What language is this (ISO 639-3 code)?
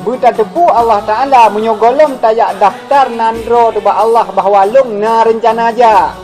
ace